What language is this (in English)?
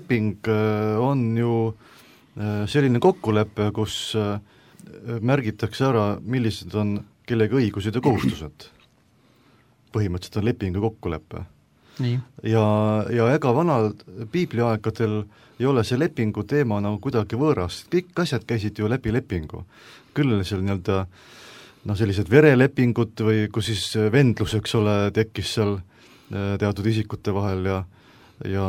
Estonian